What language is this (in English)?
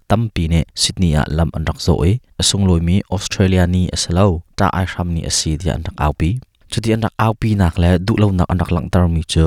Hakha Chin